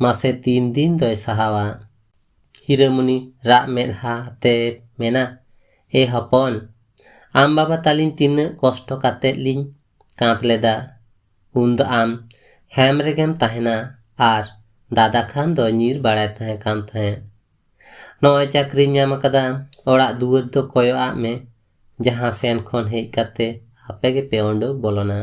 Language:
Santali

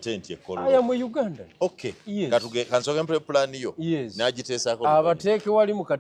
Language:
Ganda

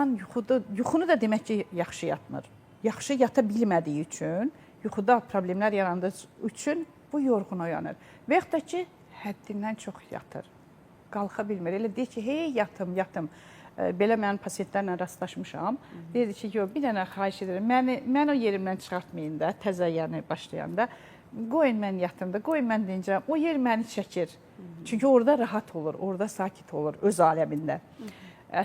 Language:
Azerbaijani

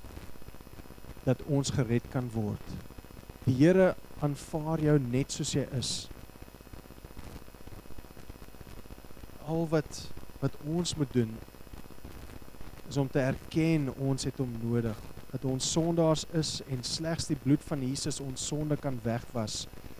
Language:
Afrikaans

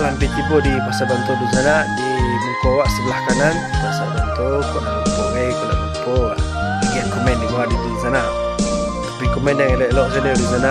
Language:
Minangkabau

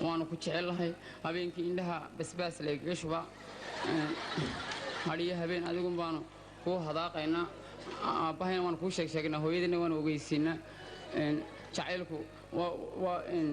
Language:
Somali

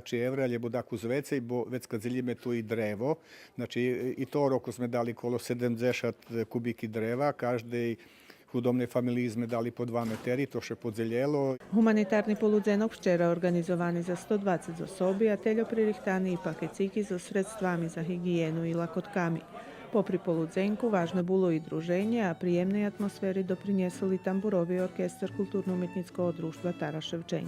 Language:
Rusyn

